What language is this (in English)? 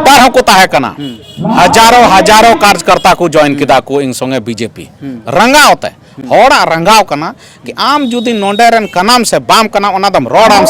Santali